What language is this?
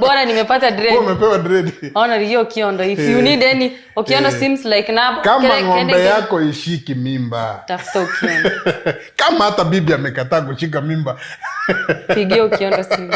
Gusii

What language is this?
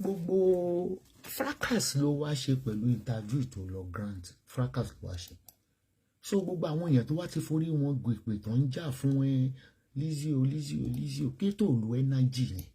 Yoruba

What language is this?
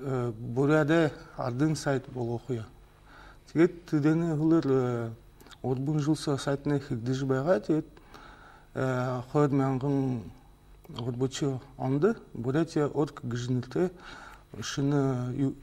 Buriat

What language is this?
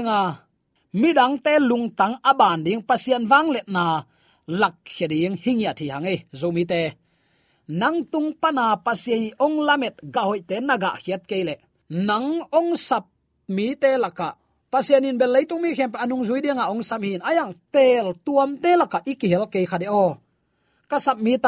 Tedim Chin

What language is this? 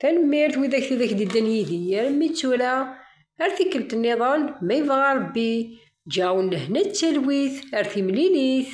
Kabyle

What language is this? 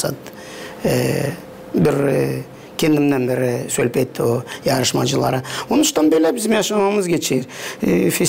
Gagauz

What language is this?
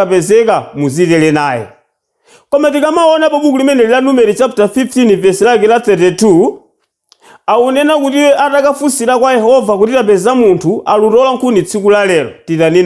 Nyanja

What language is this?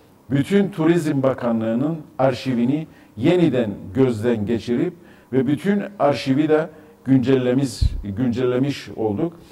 Turkish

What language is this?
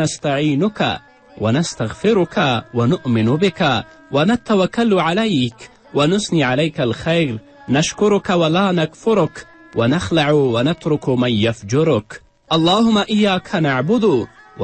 Pashto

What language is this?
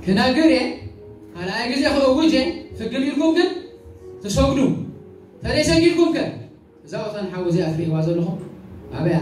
Tigrinya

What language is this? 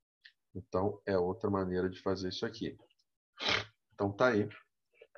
Portuguese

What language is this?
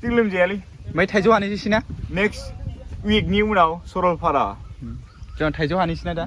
Bodo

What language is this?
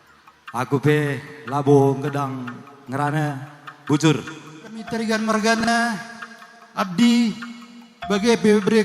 Batak Karo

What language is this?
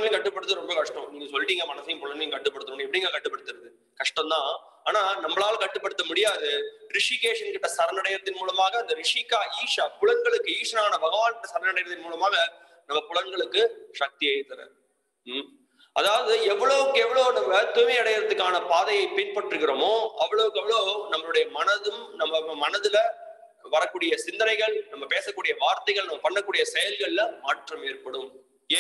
Tamil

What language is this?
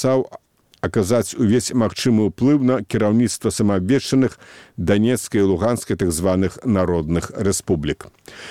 Belarusian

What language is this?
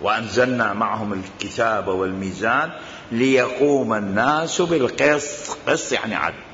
Mesopotamian Arabic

